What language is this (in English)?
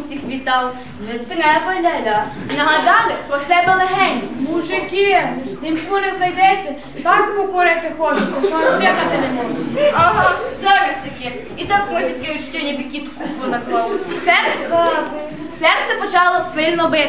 Ukrainian